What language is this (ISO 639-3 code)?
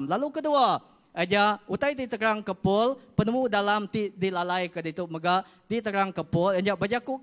iba